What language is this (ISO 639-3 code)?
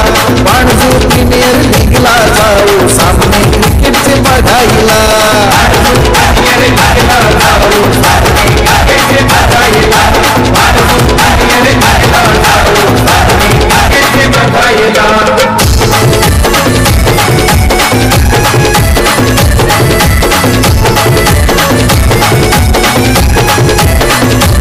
mar